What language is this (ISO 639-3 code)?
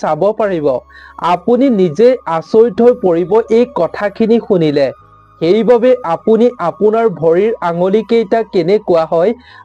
asm